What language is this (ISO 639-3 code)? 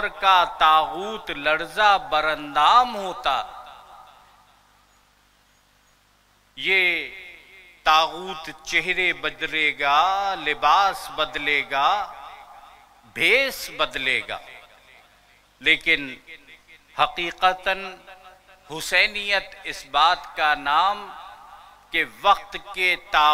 urd